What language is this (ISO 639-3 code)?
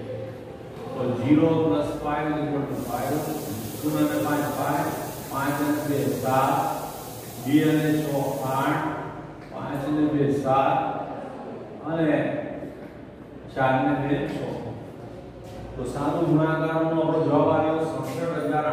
guj